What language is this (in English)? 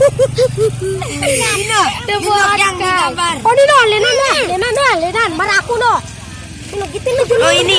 Sasak